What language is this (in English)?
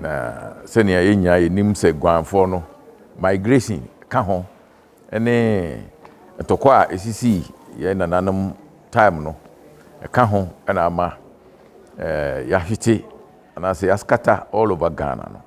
Akan